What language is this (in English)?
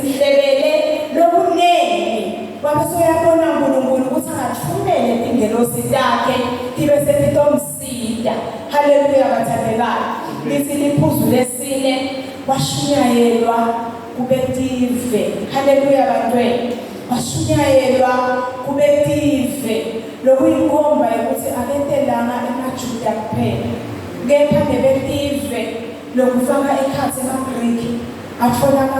Zulu